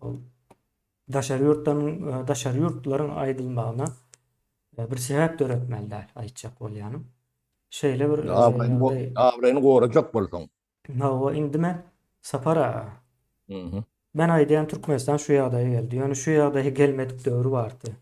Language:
Turkmen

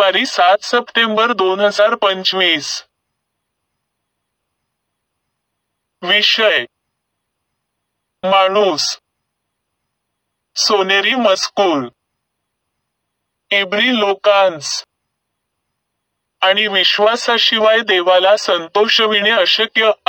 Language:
Marathi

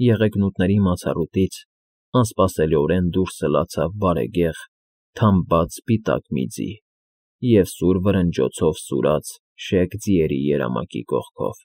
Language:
Armenian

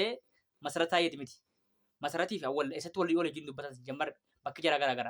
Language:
Oromo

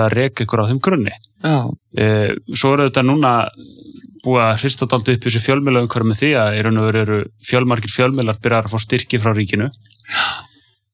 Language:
Icelandic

